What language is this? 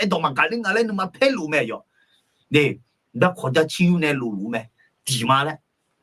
Akha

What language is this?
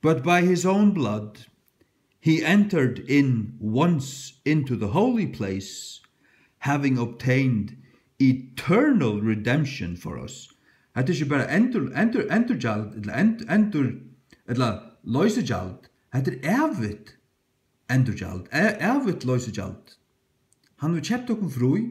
Faroese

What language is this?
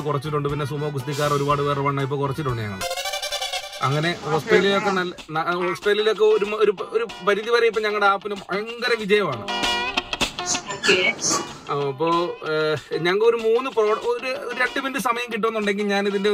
Malayalam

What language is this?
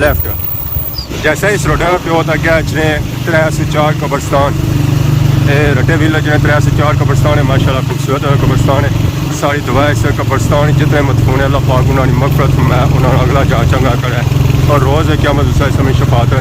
Pahari-Potwari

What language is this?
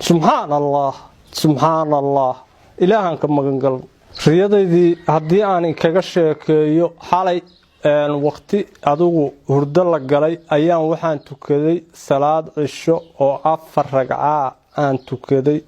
Somali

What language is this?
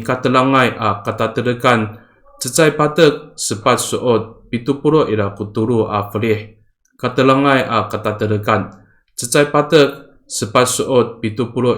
Amis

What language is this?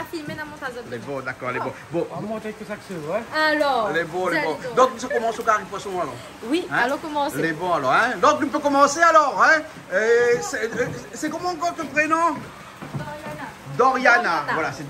Réunion Creole French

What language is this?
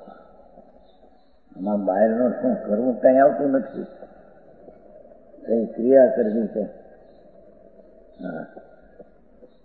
Gujarati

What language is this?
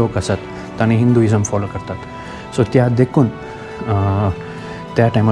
Konkani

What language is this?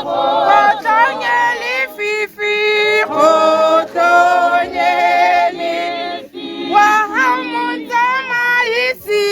Tswana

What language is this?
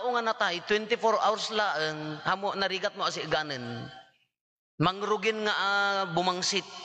Iloko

